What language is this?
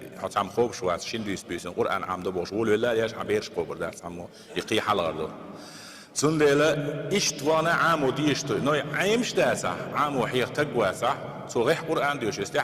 Chechen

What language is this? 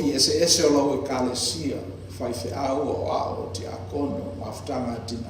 Samoan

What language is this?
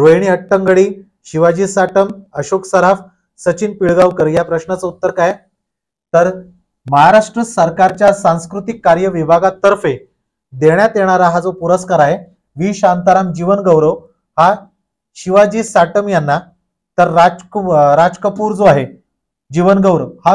Marathi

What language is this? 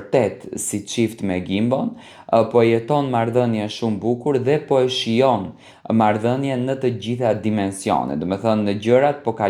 Albanian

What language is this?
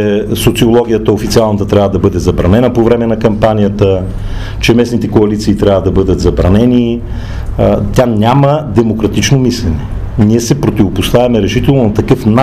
Bulgarian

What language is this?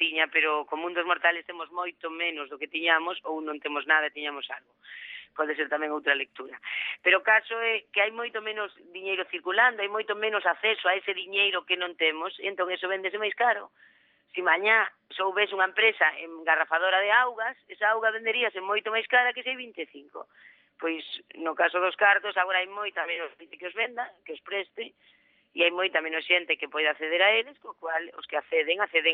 Galician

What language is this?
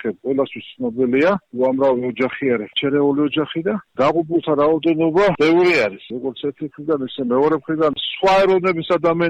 Georgian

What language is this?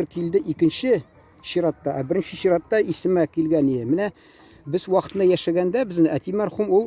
Tatar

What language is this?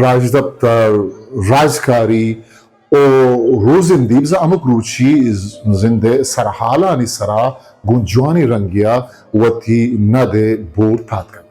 Eastern Balochi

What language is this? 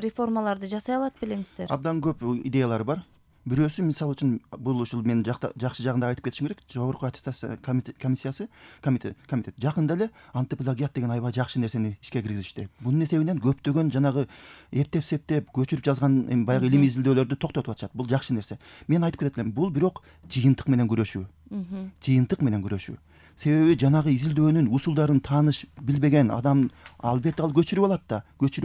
Kyrgyz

